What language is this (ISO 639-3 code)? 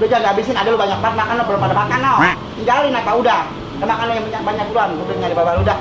bew